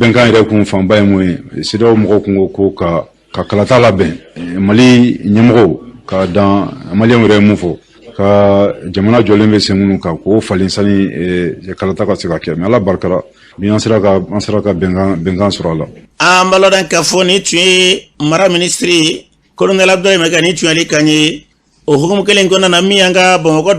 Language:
Bambara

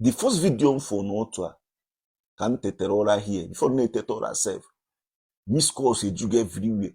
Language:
Igbo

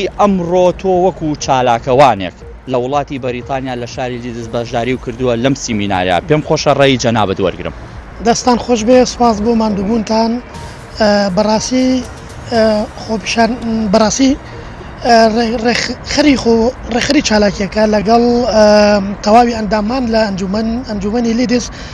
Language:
Central Kurdish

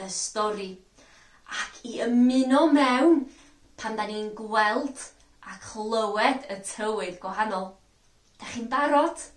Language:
Welsh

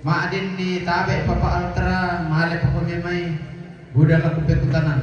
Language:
Toraja-Sa'dan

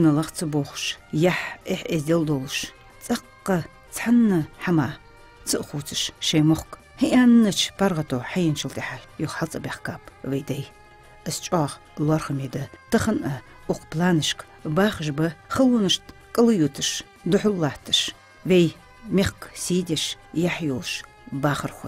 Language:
Ingush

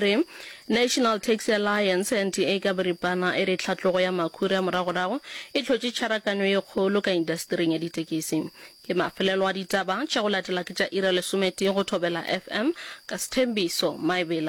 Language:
Northern Sotho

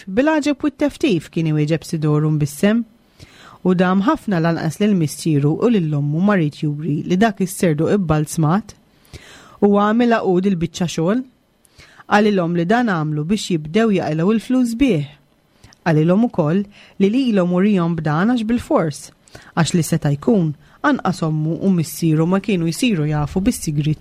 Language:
Maltese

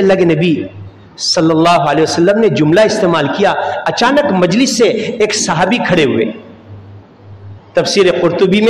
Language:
Urdu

